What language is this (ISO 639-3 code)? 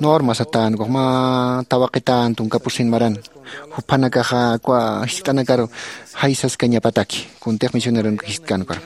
aym